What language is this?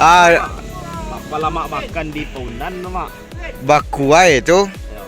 Minangkabau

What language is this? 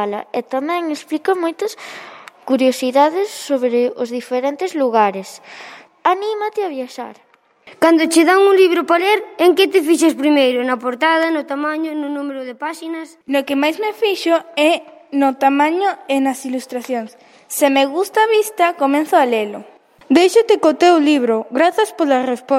Galician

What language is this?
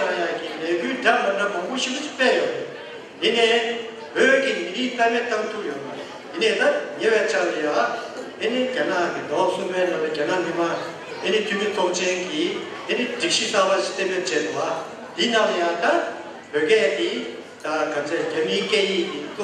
Tibetan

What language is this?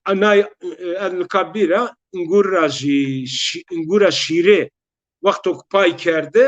Zaza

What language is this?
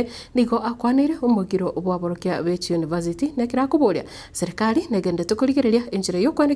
Gusii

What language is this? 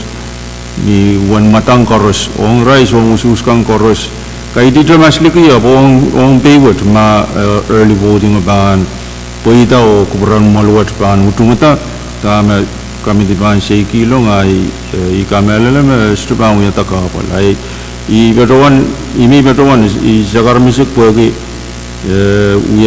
Pohnpeian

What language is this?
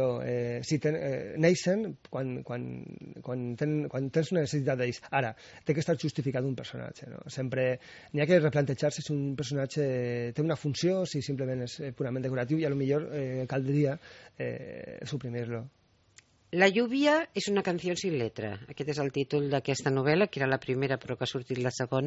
Catalan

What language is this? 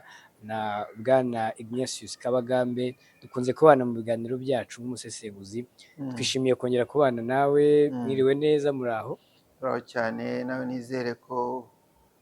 Kinyarwanda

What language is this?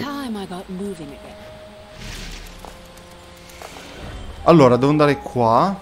Italian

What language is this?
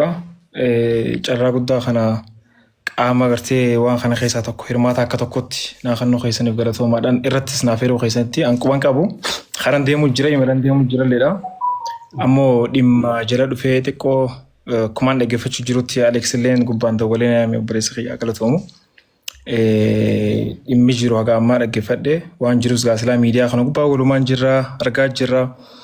Oromo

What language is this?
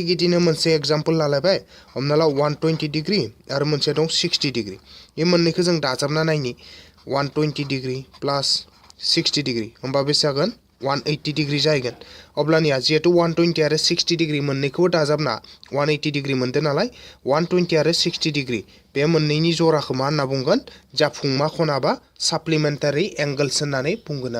Bodo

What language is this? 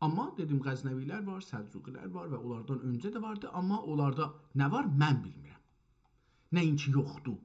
South Azerbaijani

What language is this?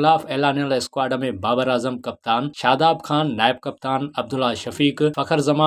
Sindhi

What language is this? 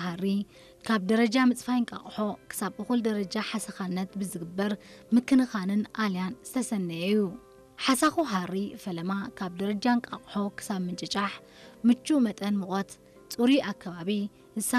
Tigrinya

